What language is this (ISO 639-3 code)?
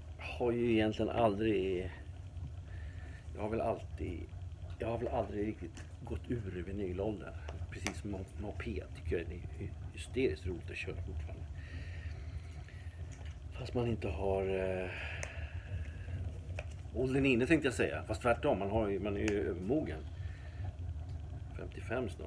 swe